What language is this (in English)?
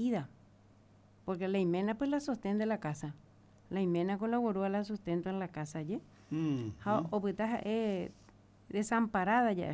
Guarani